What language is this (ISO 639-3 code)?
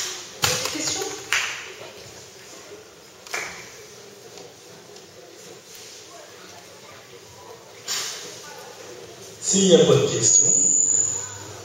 fra